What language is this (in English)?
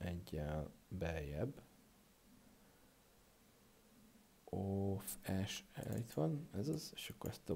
Hungarian